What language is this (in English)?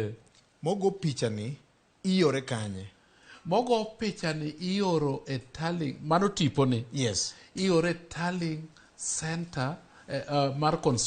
Luo (Kenya and Tanzania)